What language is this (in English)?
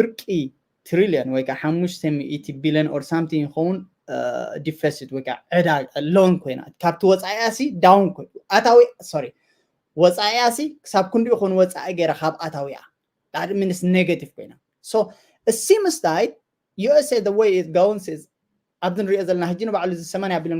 Tigrinya